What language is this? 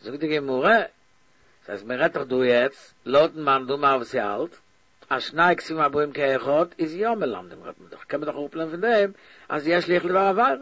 Yiddish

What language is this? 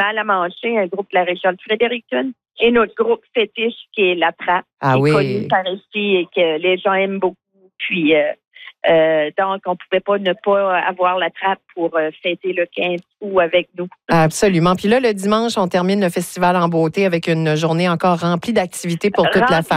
French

